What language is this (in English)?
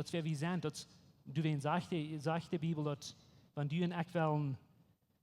Plautdietsch